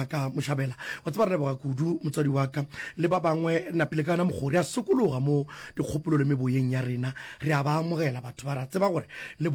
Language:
Northern Sotho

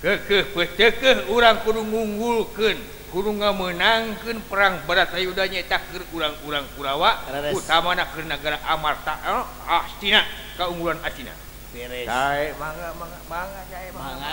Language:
Sundanese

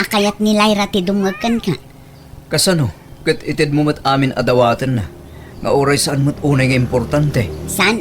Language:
Iloko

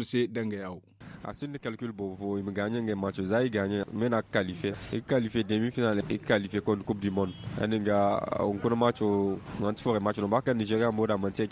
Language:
Zarma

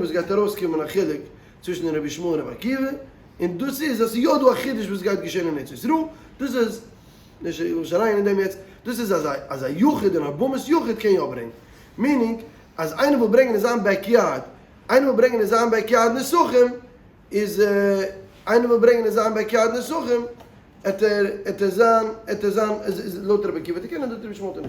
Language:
Yiddish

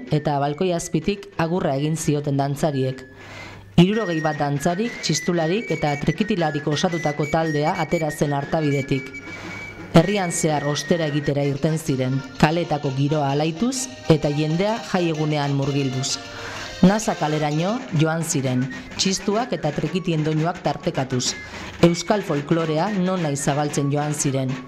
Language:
Basque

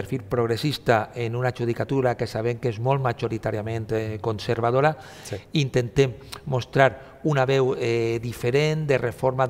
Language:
Catalan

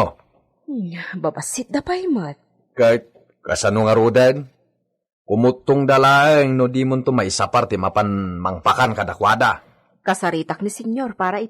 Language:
Iloko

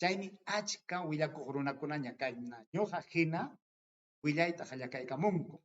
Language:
Ayacucho Quechua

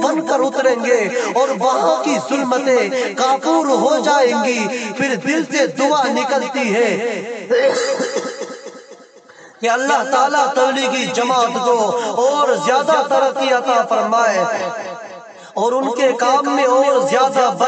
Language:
Urdu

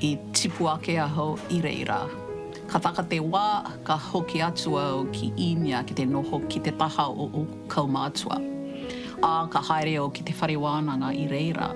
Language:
Māori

